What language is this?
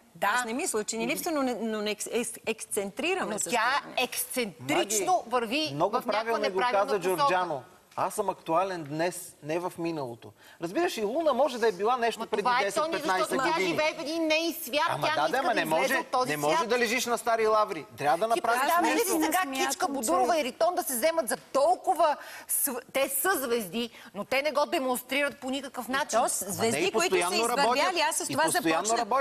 Bulgarian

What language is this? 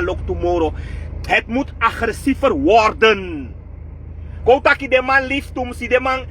Sranan Tongo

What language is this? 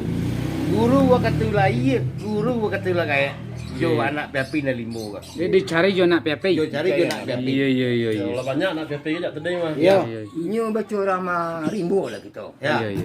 Minangkabau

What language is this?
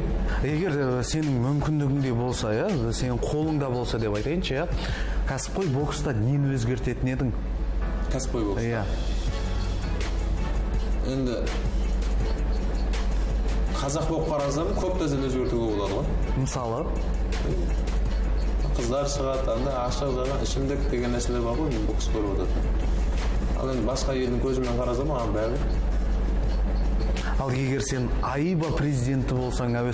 Kazakh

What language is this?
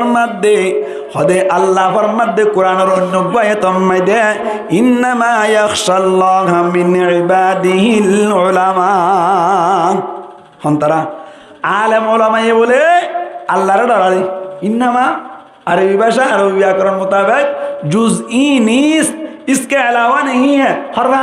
Rohingya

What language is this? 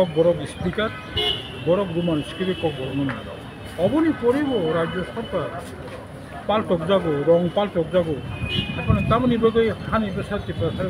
Kok Borok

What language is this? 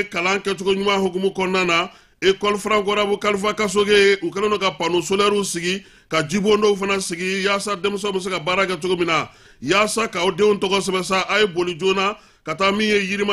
Bambara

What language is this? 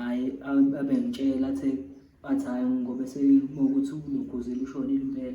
Zulu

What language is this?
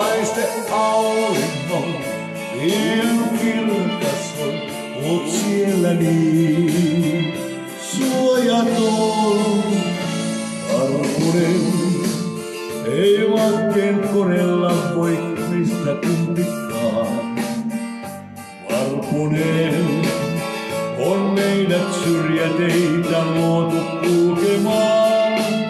Finnish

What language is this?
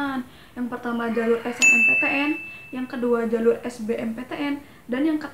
Indonesian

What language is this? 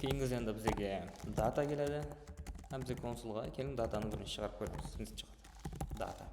Kara-Kalpak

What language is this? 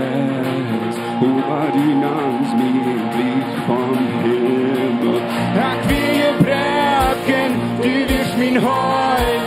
Plautdietsch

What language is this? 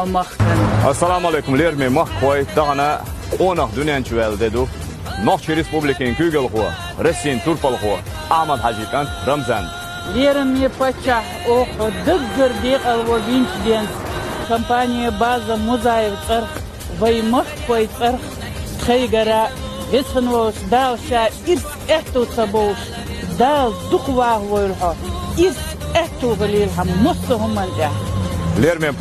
Chechen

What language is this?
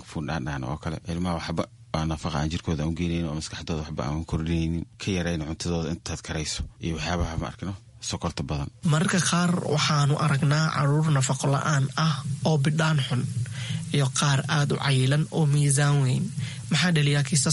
Somali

